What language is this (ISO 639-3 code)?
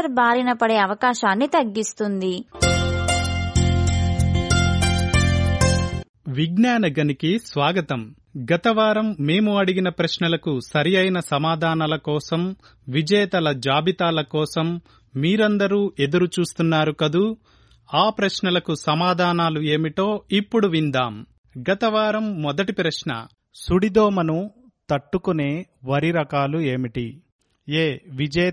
tel